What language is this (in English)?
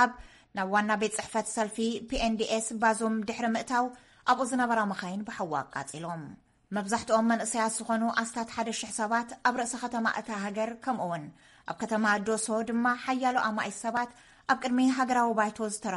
Tigrinya